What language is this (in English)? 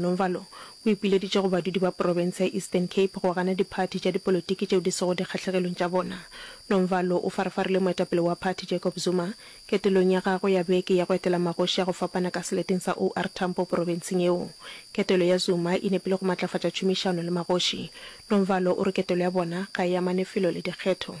Northern Sotho